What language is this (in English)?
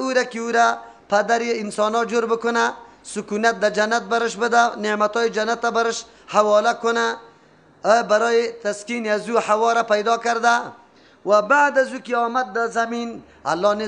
Persian